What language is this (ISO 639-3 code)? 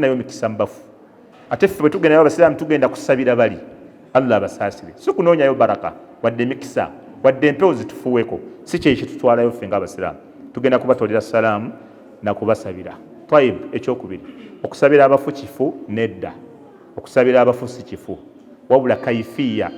lug